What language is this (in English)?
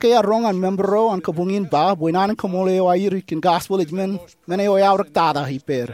Marshallese